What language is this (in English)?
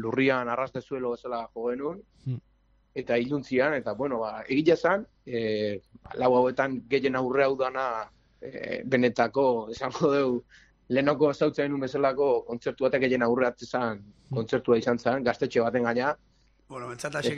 Basque